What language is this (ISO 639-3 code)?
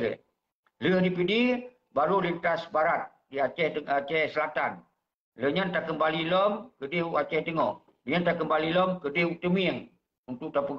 ace